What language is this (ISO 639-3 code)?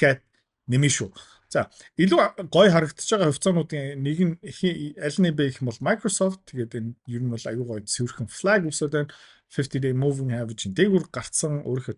mon